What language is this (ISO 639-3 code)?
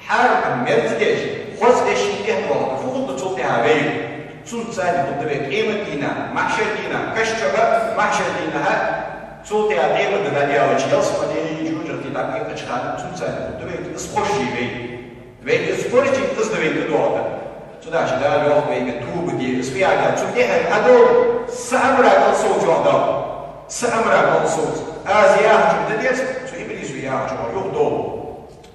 inh